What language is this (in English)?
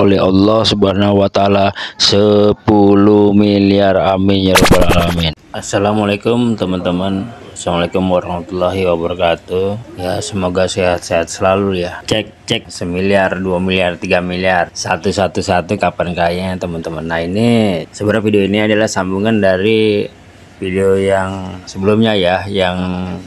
Indonesian